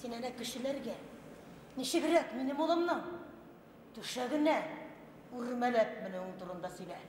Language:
Bashkir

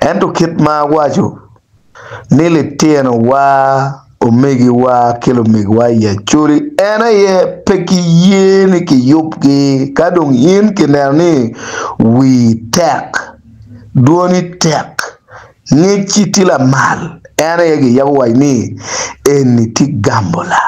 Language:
Acoli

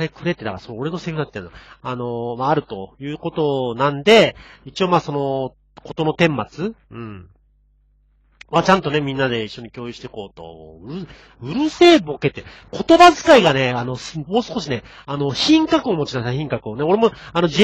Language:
Japanese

